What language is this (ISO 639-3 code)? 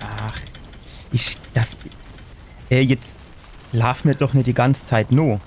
pfl